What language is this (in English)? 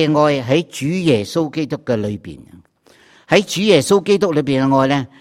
Cantonese